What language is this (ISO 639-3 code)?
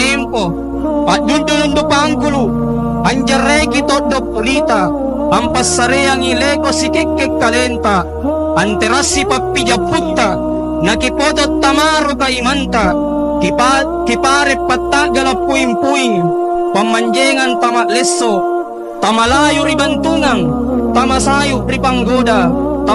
mak